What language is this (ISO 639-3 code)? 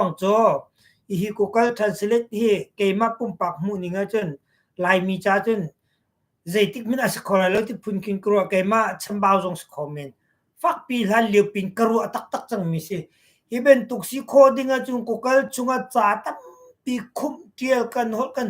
cnh